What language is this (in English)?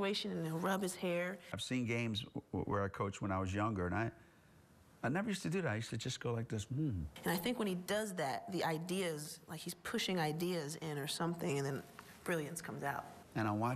English